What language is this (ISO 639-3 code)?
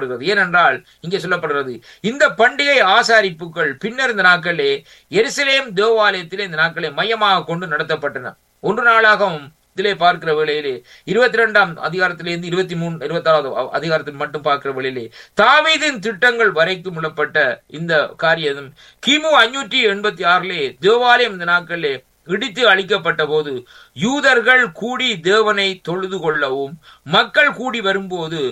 tam